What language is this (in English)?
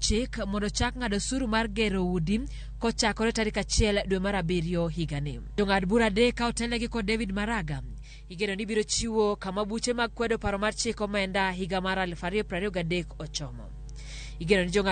Luo (Kenya and Tanzania)